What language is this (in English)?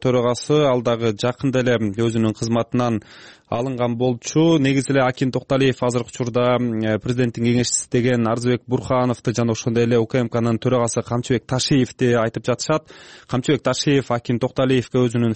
Kyrgyz